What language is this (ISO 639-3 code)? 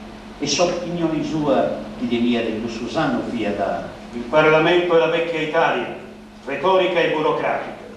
srd